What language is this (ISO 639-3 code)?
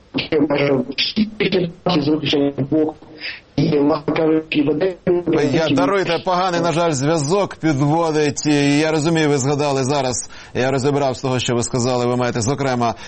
ukr